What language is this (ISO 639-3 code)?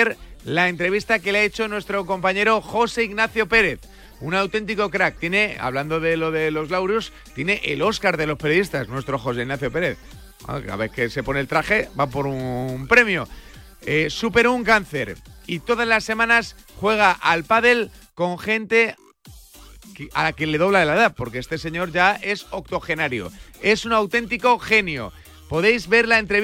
spa